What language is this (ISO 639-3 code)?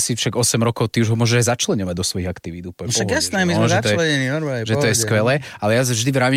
slk